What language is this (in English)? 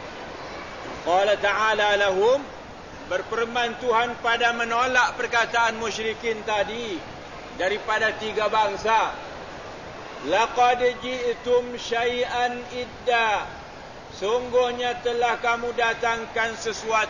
Malay